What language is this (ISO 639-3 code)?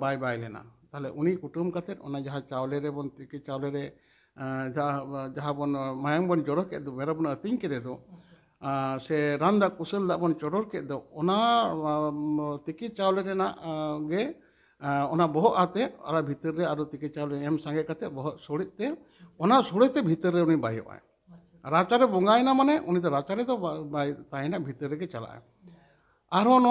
sat